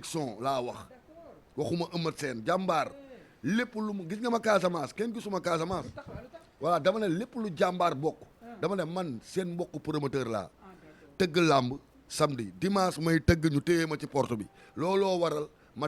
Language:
Wolof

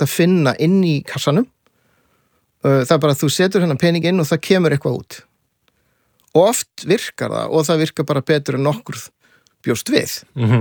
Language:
Icelandic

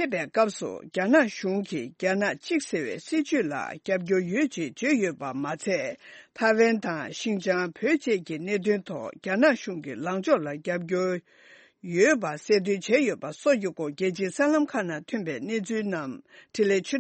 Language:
Tibetan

